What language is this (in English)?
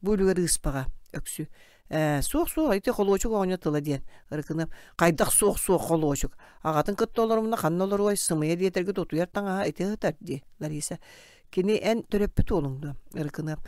Yakut